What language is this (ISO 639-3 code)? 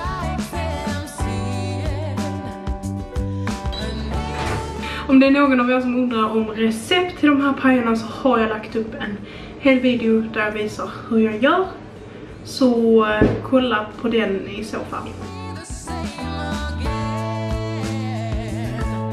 swe